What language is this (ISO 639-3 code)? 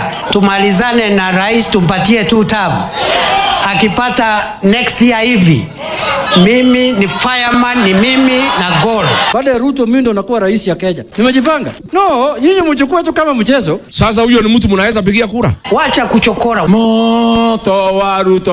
swa